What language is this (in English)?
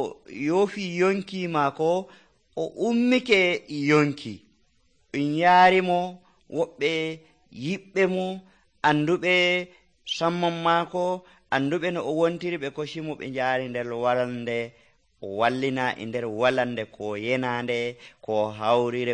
Nigerian Fulfulde